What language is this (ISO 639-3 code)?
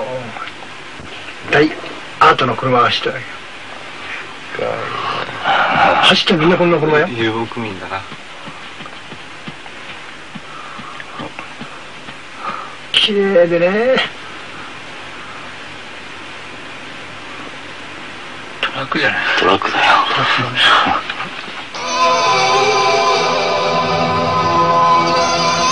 jpn